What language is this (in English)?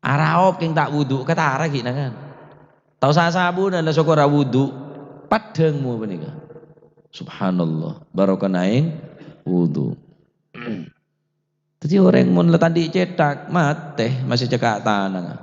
Madurese